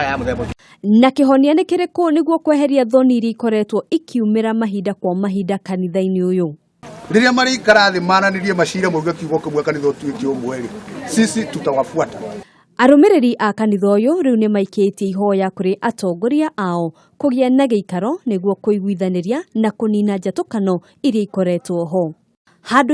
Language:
Kikuyu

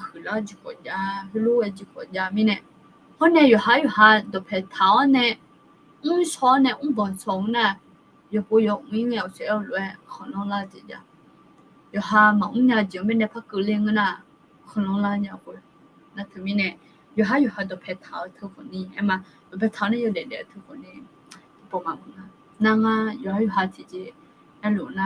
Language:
Akha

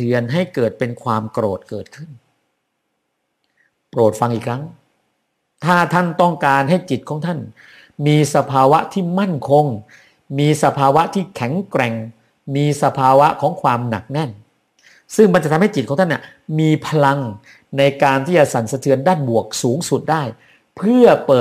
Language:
Thai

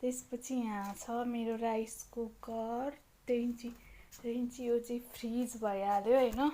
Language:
Nepali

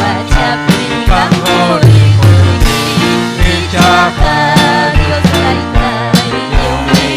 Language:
Ayacucho Quechua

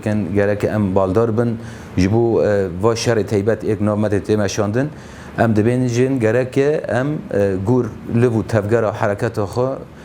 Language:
Kurdish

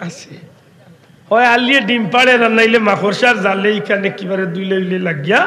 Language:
Sylheti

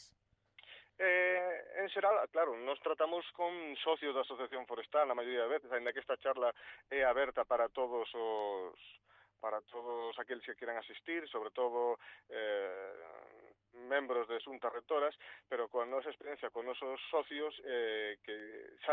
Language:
Galician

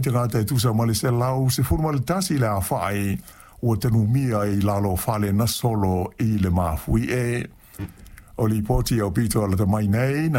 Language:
Samoan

